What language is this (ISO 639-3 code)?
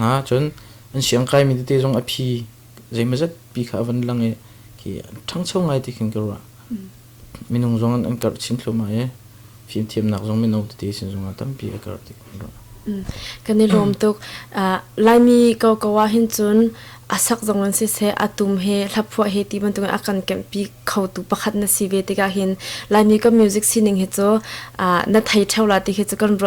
cnh